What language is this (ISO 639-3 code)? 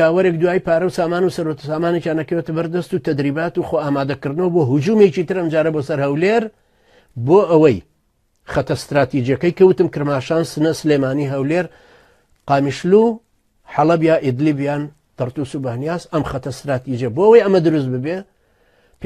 ckb